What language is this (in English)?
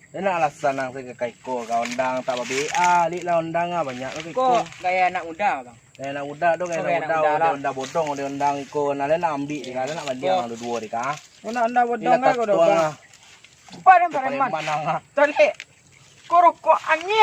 Minangkabau